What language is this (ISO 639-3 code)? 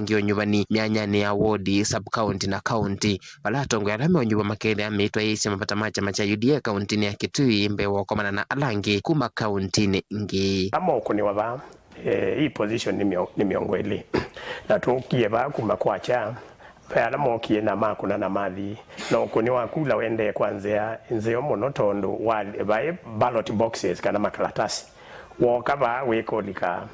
kam